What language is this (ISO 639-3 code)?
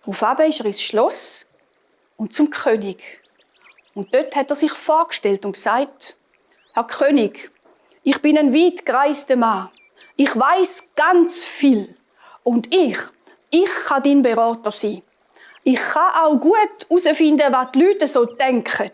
gsw